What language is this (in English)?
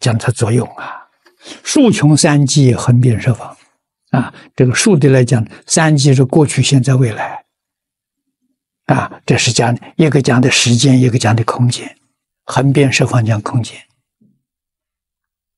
Chinese